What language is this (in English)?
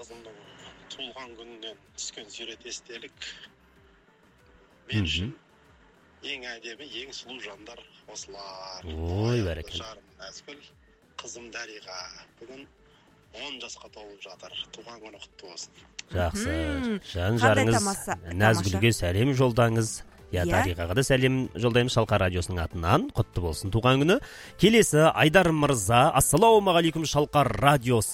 Kazakh